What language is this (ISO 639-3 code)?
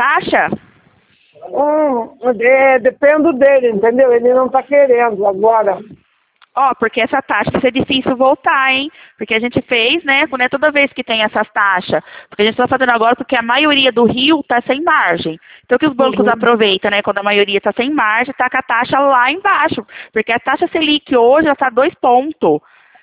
por